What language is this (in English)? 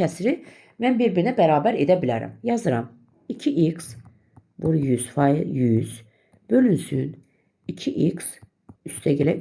Azerbaijani